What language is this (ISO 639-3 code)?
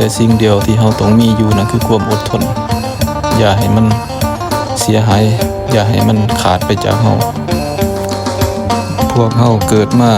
lao